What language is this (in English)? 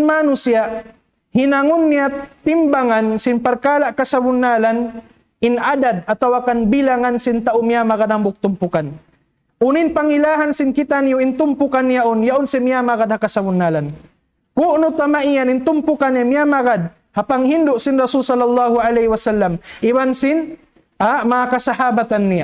Tausug